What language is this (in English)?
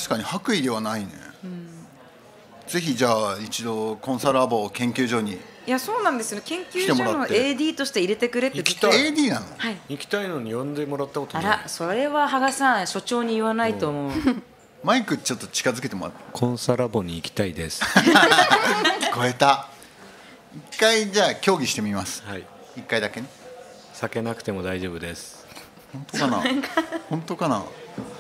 Japanese